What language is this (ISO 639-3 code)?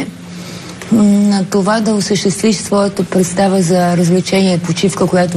bul